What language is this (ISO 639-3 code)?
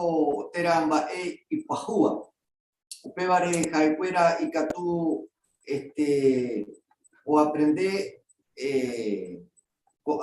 grn